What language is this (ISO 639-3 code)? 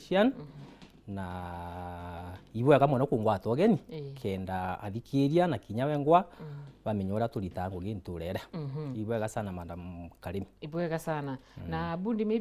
mer